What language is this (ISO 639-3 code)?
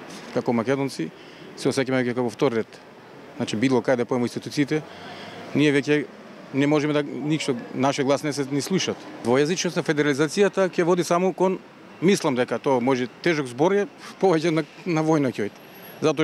mkd